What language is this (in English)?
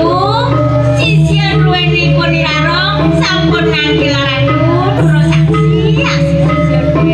Balinese